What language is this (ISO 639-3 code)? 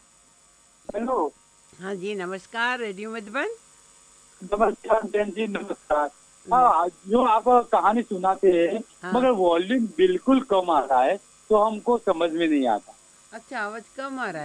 hin